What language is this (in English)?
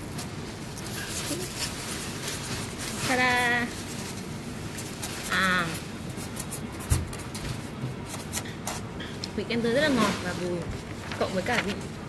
Vietnamese